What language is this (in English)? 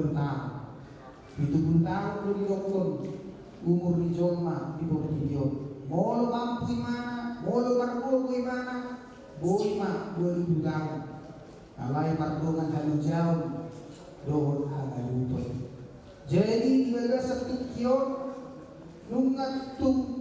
Batak Toba